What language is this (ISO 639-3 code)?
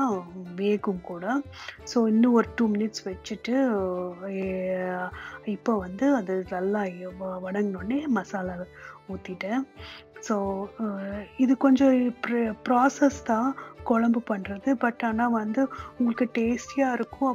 tam